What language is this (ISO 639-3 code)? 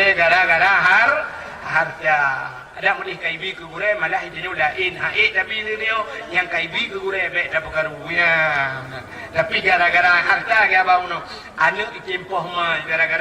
ace